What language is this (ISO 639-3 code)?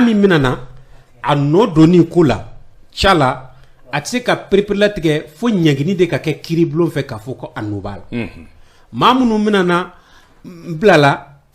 bam